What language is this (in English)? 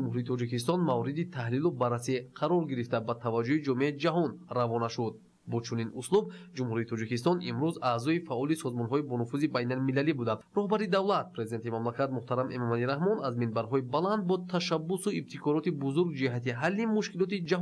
Tajik